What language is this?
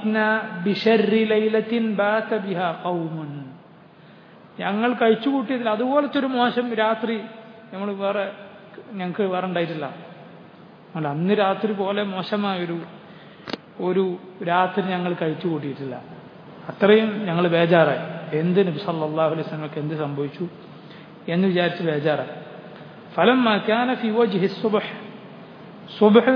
Malayalam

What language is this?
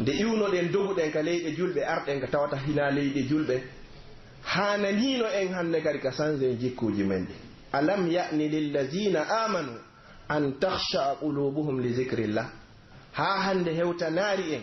Pular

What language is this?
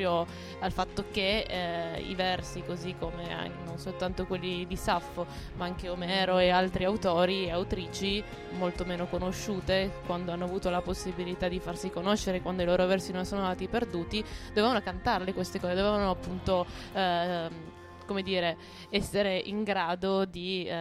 Italian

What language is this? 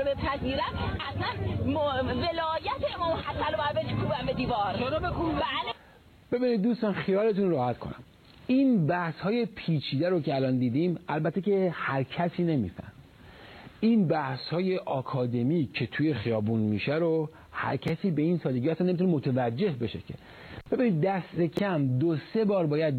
Persian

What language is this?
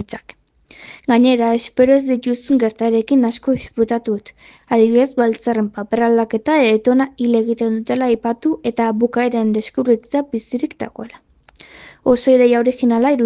Basque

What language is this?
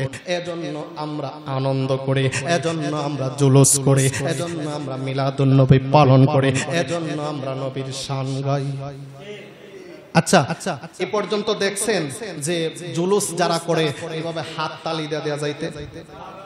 Bangla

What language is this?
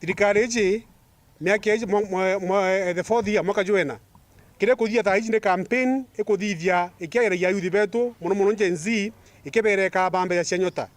Meru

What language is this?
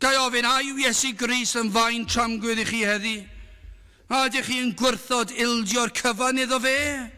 Welsh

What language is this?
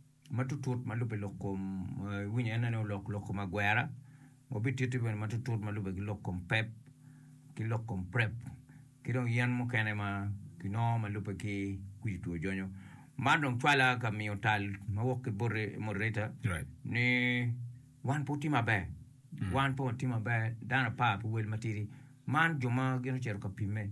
Acoli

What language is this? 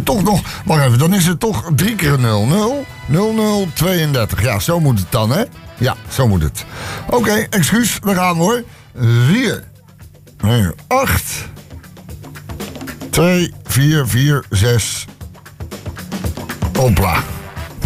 Dutch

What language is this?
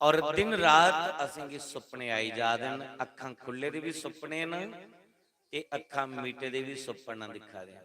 Dogri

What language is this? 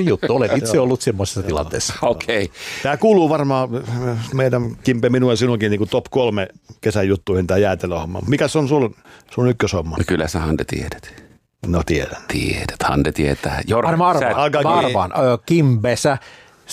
Finnish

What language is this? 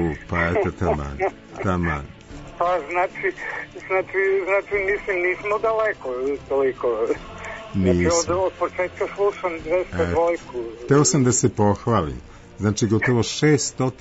Serbian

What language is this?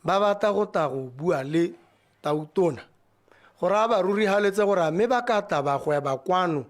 Tswana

